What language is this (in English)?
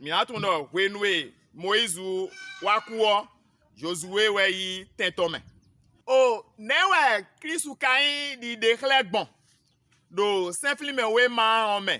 Fon